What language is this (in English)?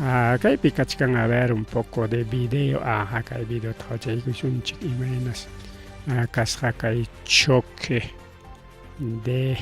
Ayacucho Quechua